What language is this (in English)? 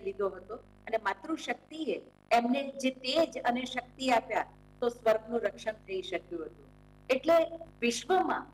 Gujarati